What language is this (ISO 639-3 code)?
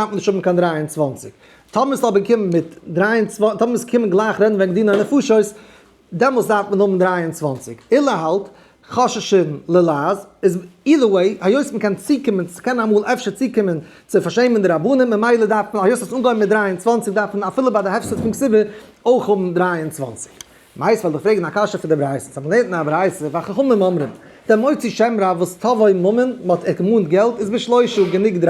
yid